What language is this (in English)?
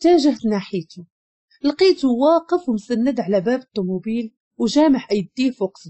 Moroccan Arabic